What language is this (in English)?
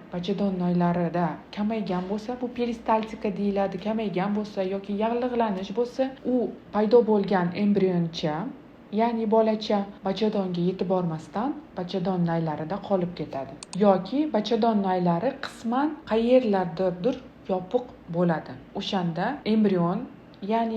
Uzbek